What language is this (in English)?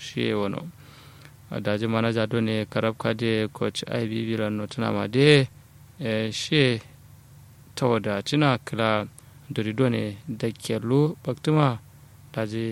Kanuri